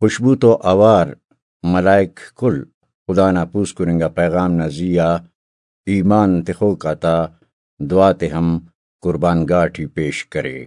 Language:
Brahui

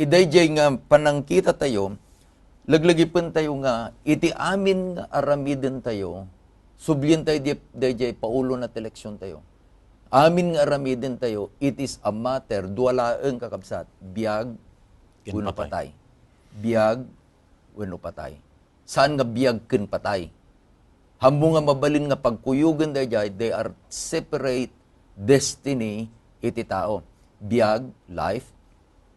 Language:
Iloko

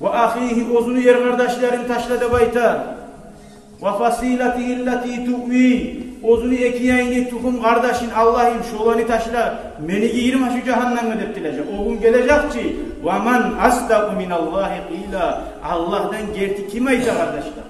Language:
Kumyk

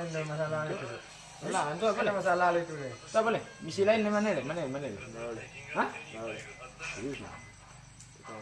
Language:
Minangkabau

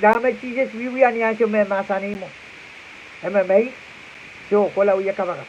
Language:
Pohnpeian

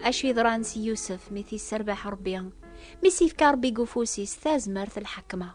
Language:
Kabyle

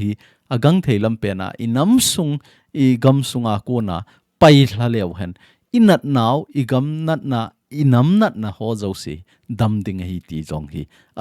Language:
Thado Chin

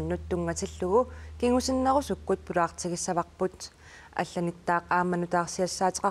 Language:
Kalaallisut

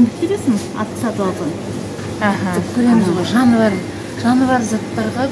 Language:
Kazakh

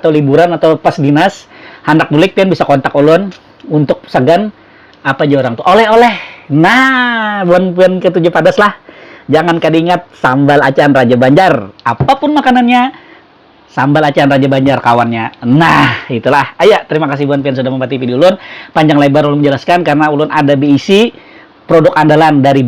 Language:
Banjar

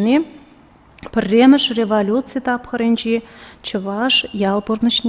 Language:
Chuvash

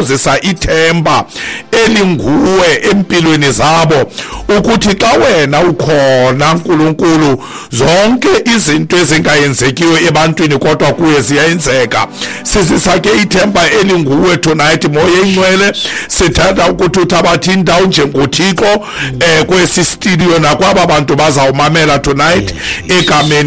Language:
Xhosa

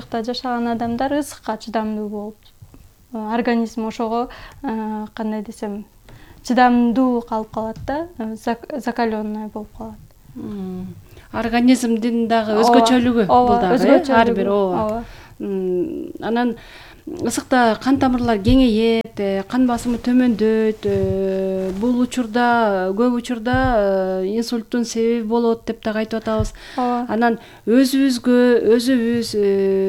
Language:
Kyrgyz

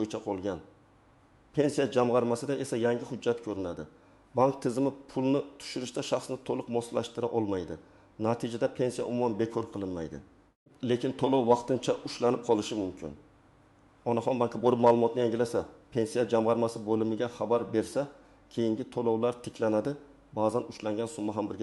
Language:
Uzbek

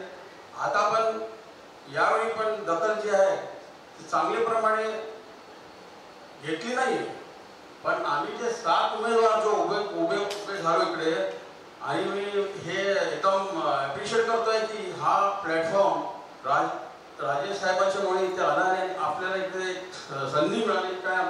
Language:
Marathi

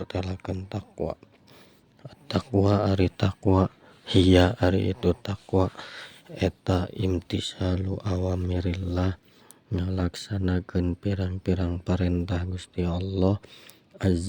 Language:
Sundanese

